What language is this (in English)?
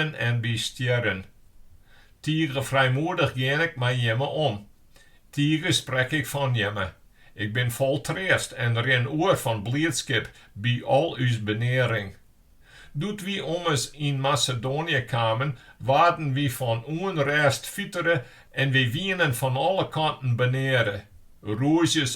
Western Frisian